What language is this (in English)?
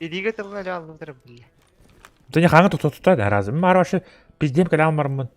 Yakut